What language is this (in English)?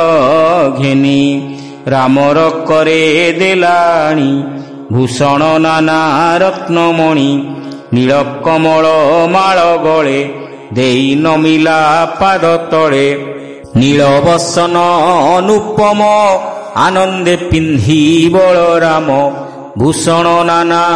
Odia